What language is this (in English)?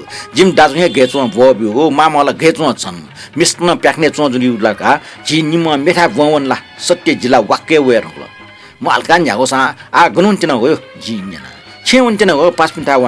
Newari